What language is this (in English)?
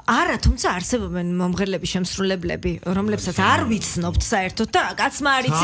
Georgian